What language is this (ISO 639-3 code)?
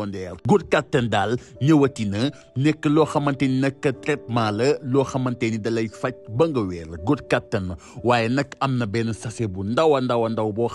wol